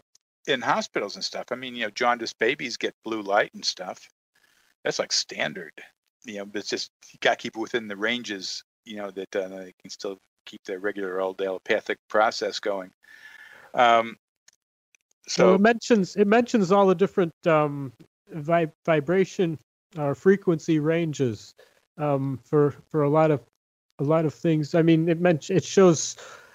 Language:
English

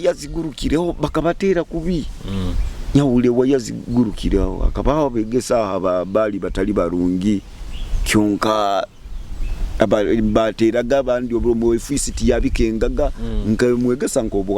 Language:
Nyoro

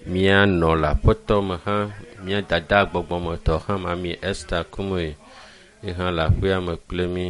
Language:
Ewe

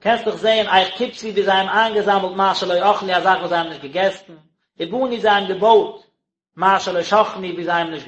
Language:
Yiddish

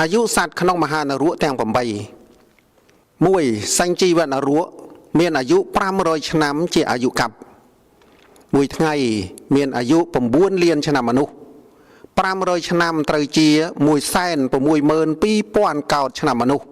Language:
Khmer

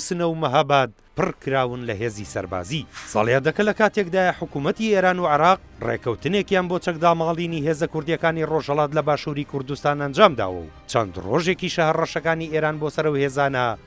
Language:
Central Kurdish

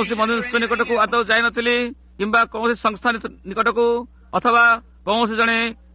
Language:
Odia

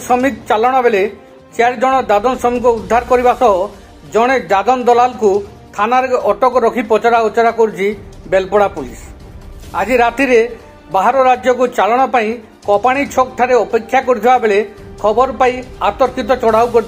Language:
Odia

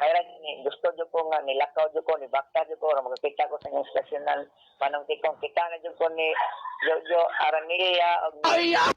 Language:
Cebuano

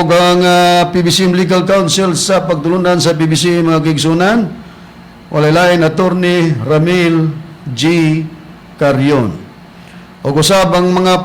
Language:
Cebuano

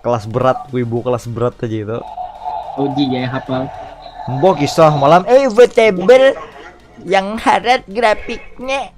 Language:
Banjar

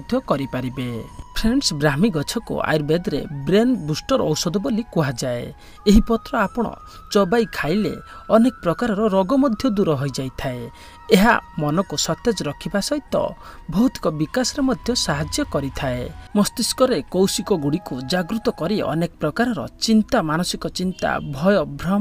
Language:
Odia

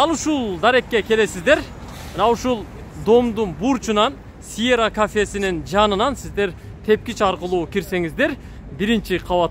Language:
Kyrgyz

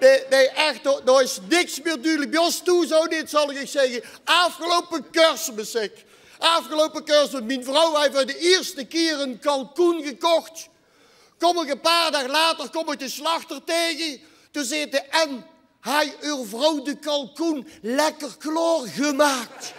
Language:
Limburgish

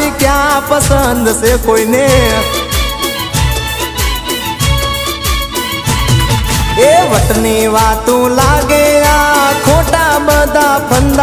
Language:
Gujarati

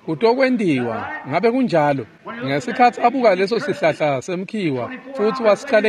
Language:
Swati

